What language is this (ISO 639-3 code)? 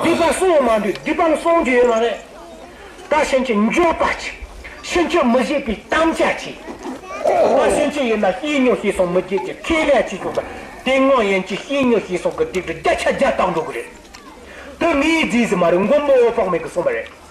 bod